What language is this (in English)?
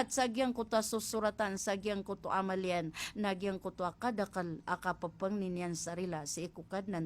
Maranao